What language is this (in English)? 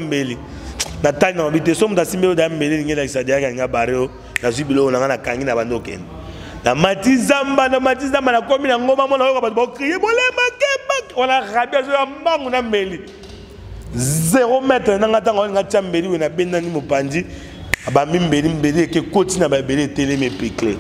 Lingala